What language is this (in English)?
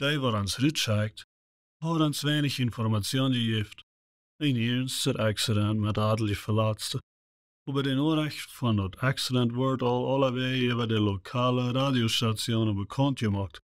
Plautdietsch